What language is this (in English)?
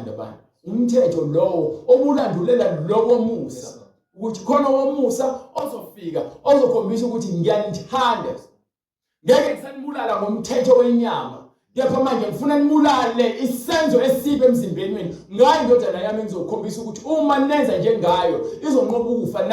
Zulu